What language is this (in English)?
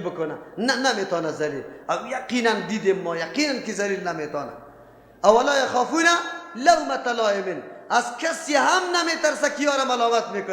Persian